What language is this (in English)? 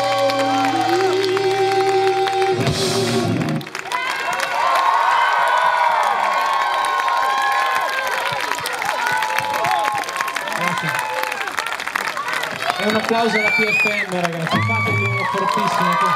Italian